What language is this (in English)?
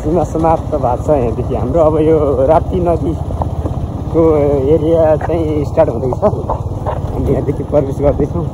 Nepali